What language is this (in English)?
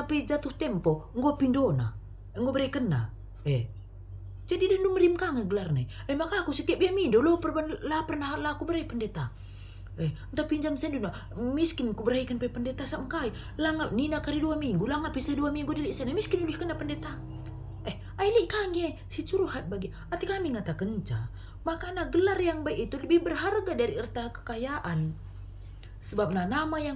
Batak Karo